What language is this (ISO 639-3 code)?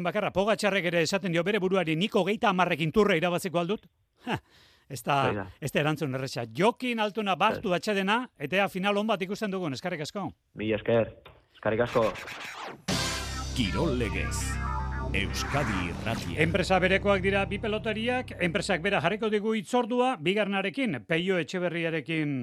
eus